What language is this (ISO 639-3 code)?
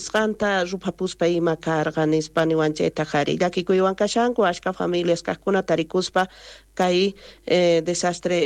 quh